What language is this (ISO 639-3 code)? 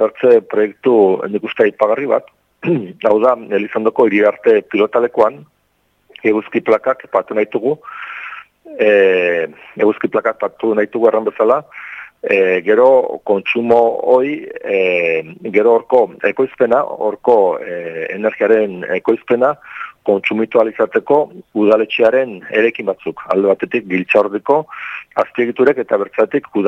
eus